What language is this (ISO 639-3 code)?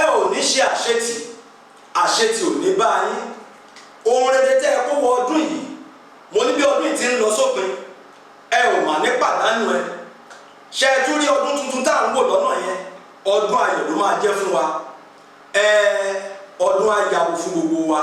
yor